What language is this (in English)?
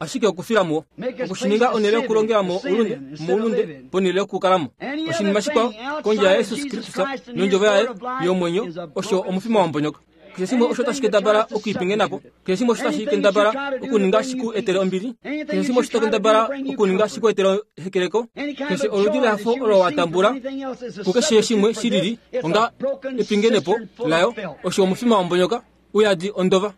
Kuanyama